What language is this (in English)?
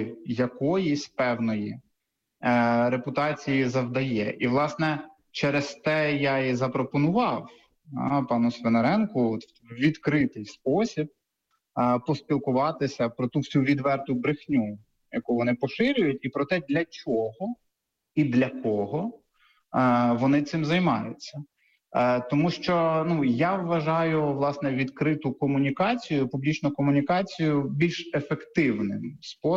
Ukrainian